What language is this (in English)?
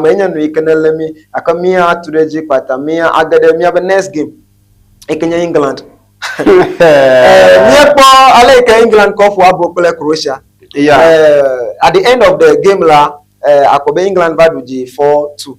Ewe